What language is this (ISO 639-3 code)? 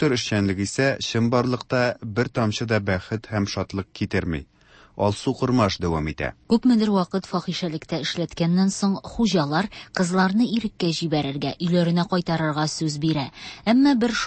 tat